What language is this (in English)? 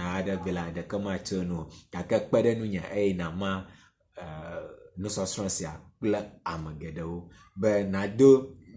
Ewe